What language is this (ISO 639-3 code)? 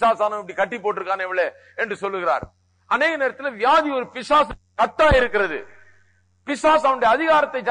tam